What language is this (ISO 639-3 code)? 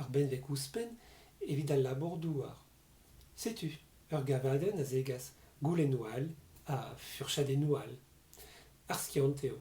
bre